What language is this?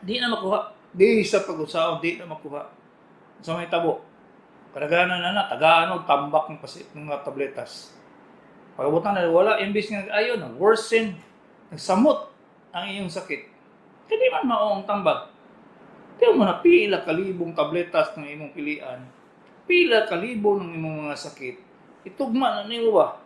Cebuano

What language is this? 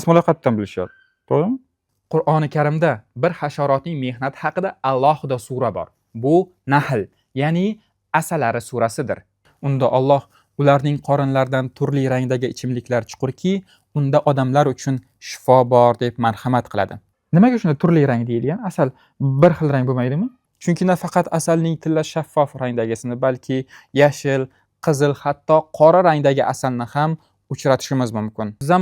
Uzbek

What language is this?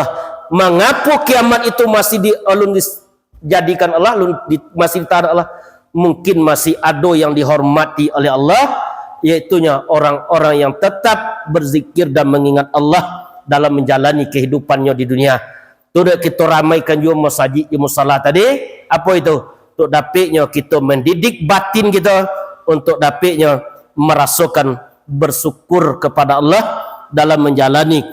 Minangkabau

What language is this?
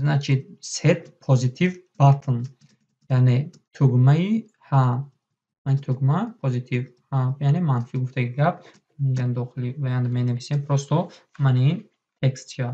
Tajik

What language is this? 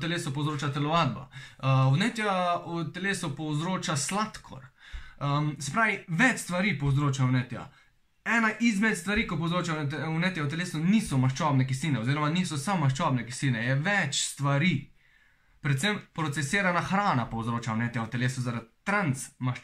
Slovenian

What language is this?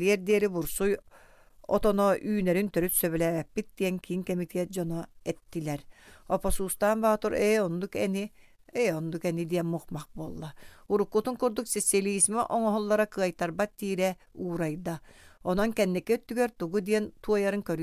Yakut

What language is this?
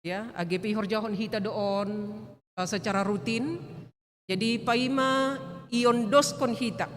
Batak Simalungun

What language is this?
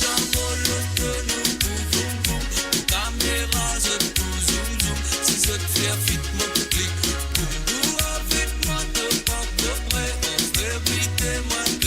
Morisyen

